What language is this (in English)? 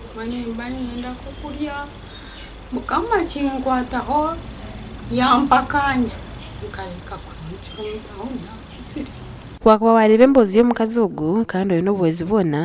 Nyankole